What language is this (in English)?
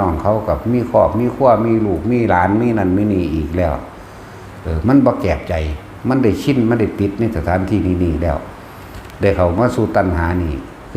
Northeastern Thai